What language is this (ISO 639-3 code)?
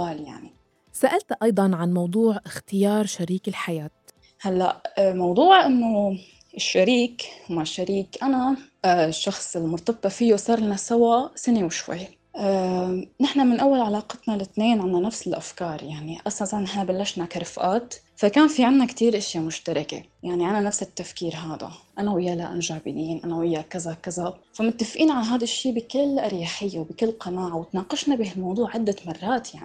apc